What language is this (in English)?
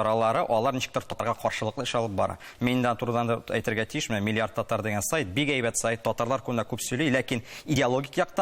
Tatar